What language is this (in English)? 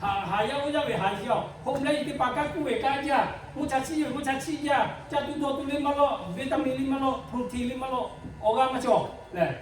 Lahu